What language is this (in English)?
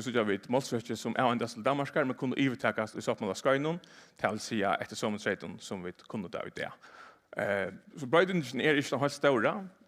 Faroese